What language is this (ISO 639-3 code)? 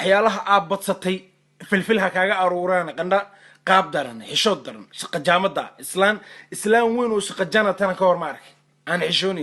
som